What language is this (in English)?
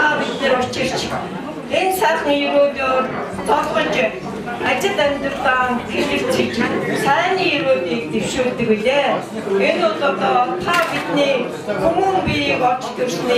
Mongolian